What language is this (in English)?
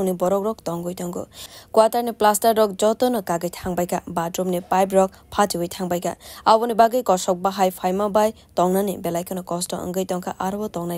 Kok Borok